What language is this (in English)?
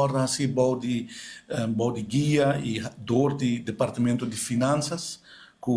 Papiamento